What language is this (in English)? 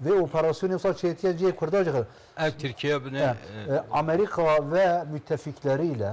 Zaza